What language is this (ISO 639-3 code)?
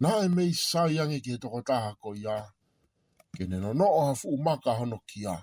ton